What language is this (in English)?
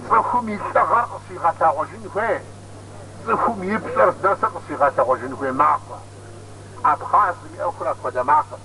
Kabardian